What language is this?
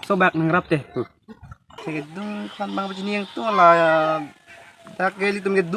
Karbi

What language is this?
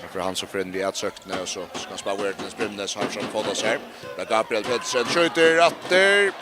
Faroese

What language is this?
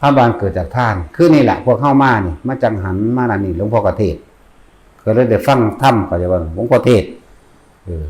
Northeastern Thai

